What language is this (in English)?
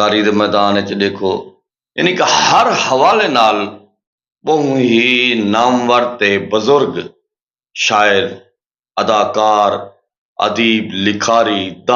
Saraiki